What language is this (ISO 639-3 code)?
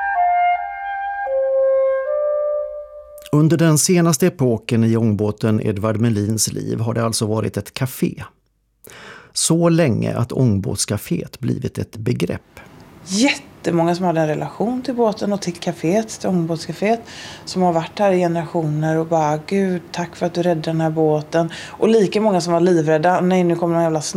swe